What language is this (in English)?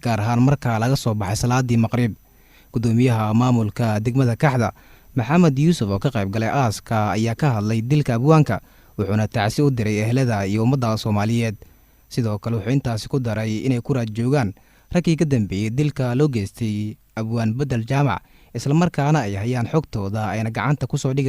Somali